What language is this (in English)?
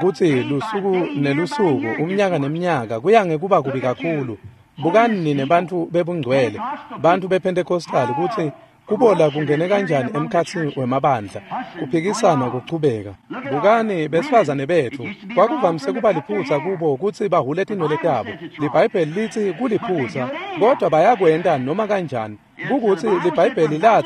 Swati